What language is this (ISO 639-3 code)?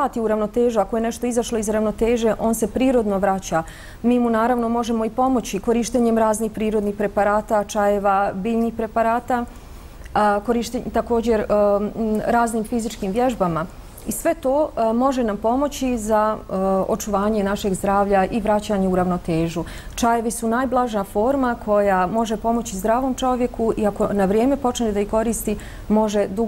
bos